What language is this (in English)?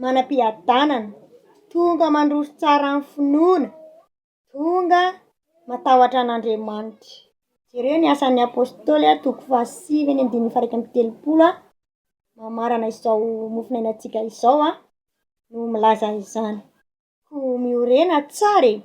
Malagasy